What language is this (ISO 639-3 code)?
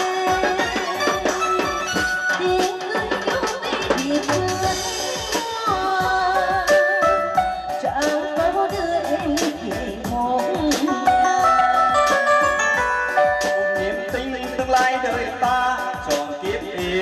vie